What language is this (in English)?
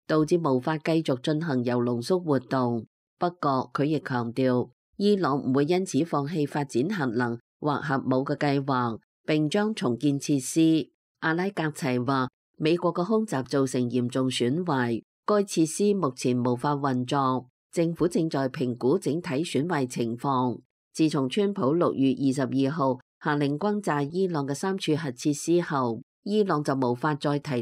Cantonese